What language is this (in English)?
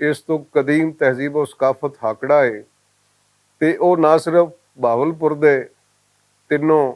Western Panjabi